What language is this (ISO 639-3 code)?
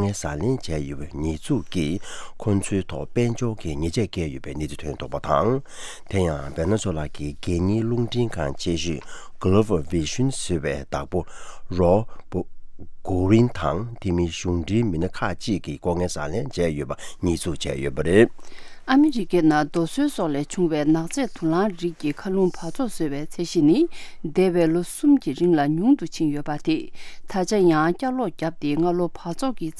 bod